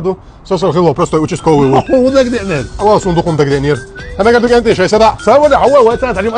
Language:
Chechen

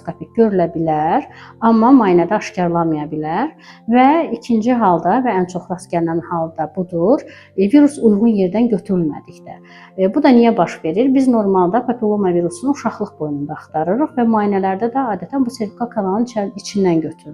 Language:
Azerbaijani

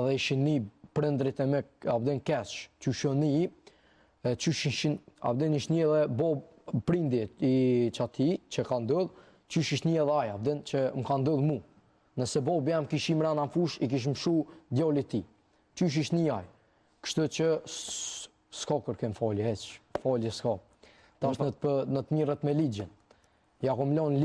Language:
Albanian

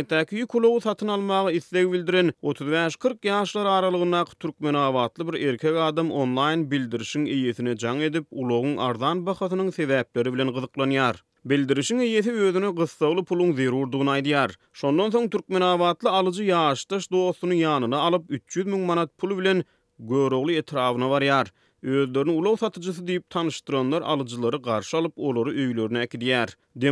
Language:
Turkmen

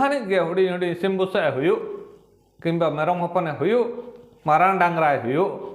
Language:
Santali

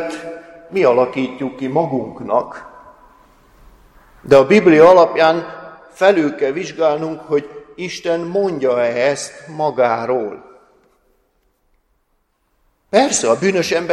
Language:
Hungarian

